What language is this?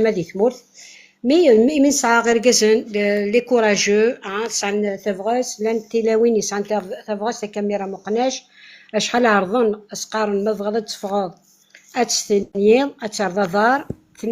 Kabyle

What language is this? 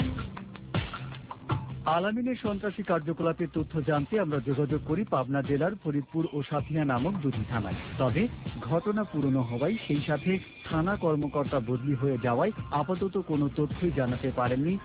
Bangla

